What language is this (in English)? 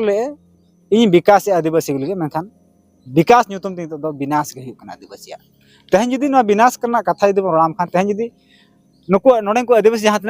Santali